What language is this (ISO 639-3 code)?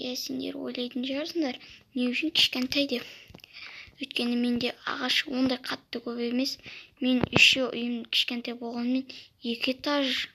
kaz